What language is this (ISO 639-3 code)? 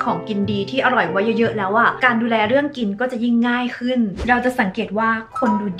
tha